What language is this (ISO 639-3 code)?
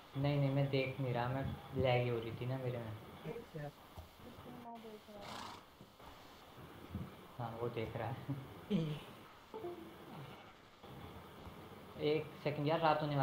hin